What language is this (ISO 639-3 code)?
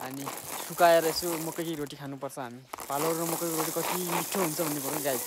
nep